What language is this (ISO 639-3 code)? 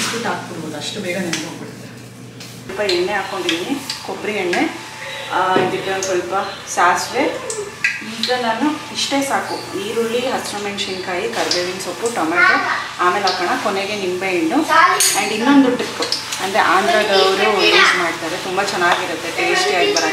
kan